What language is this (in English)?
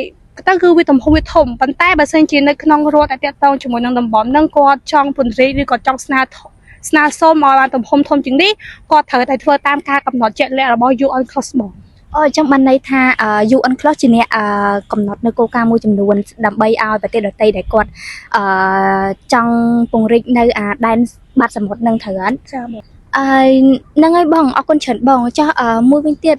Khmer